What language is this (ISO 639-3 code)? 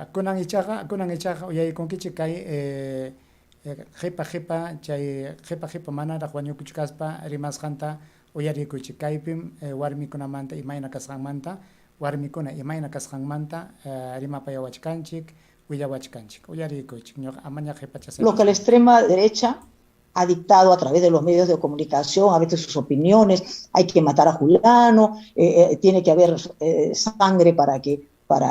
quy